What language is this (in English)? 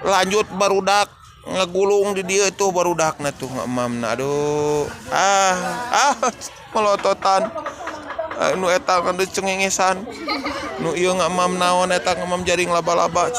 Sundanese